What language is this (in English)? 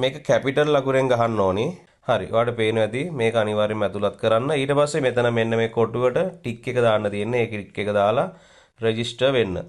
Sinhala